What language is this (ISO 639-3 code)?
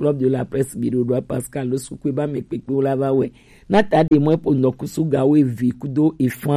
gej